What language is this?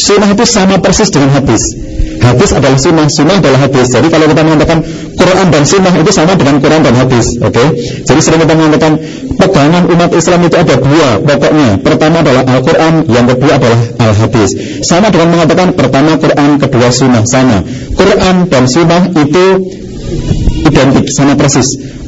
Indonesian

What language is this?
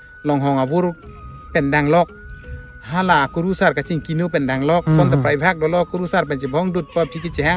Karbi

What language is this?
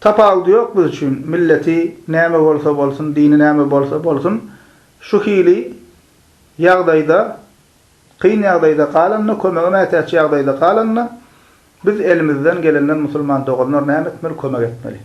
Turkmen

